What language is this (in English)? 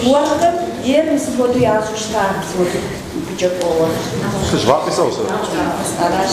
Kabardian